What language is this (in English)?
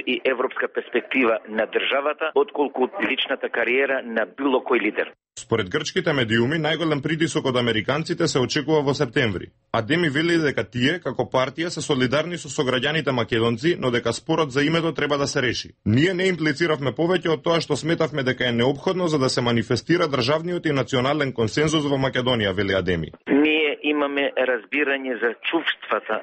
Macedonian